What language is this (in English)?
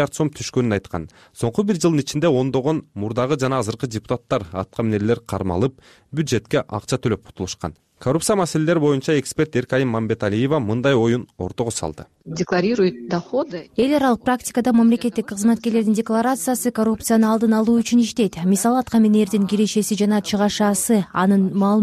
Kyrgyz